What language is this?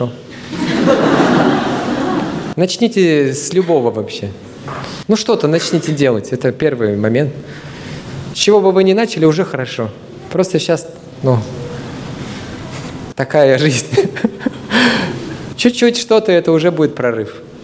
Russian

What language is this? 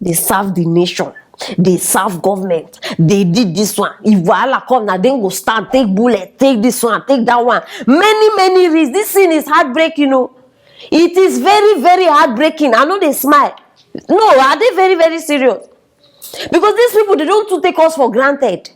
Nigerian Pidgin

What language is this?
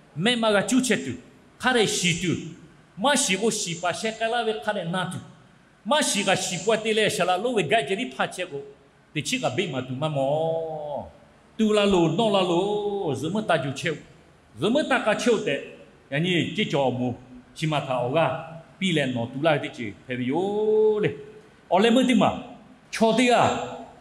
Lahu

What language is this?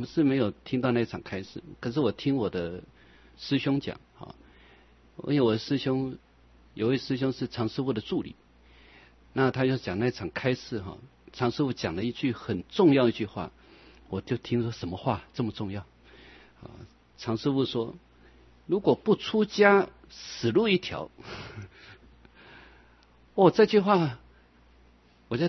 Chinese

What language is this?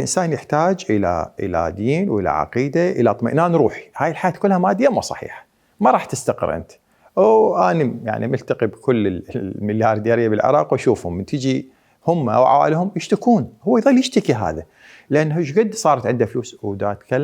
Mesopotamian Arabic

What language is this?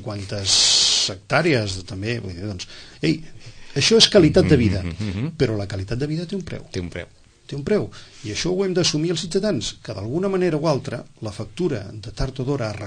Catalan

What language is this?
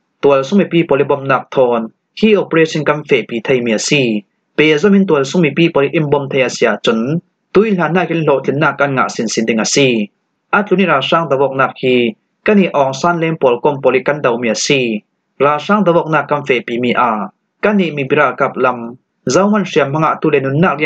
Falam Chin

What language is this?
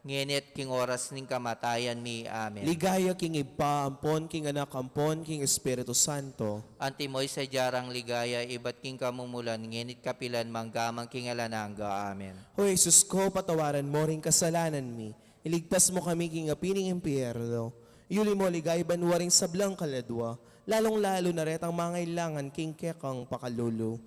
Pampanga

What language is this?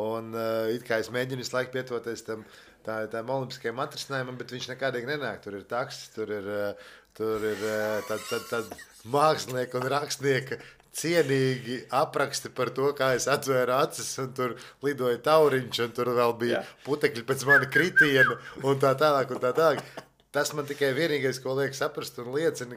Latvian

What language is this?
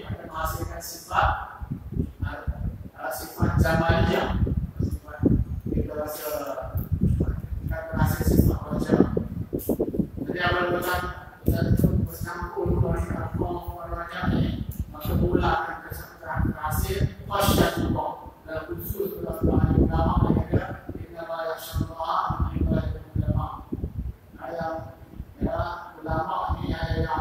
Malay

